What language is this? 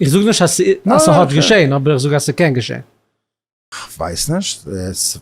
Yiddish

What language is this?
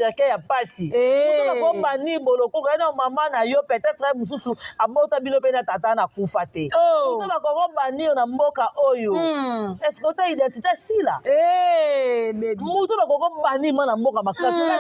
Lingala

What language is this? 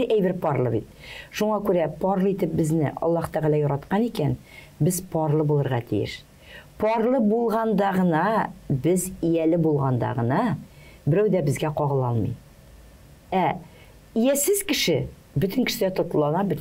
Tatar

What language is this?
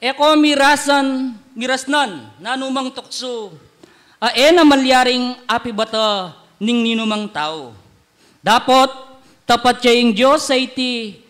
Pampanga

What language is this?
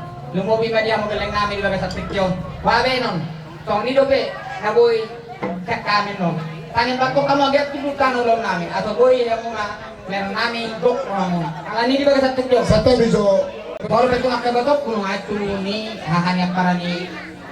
Batak Toba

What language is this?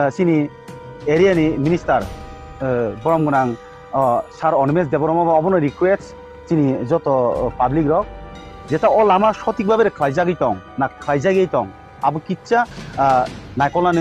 Kok Borok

